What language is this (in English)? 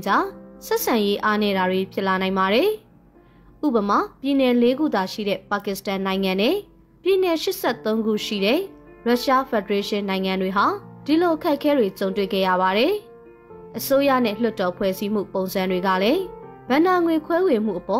Burmese